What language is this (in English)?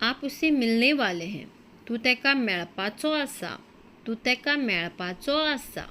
Konkani